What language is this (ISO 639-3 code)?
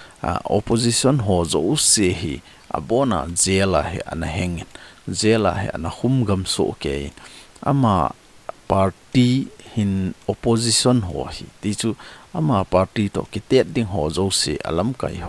tcz